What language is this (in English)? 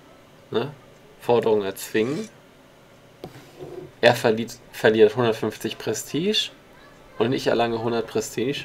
German